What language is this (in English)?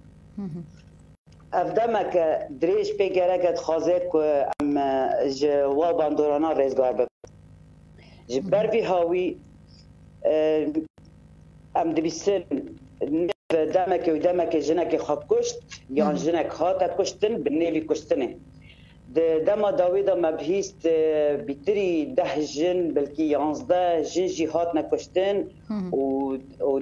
Kurdish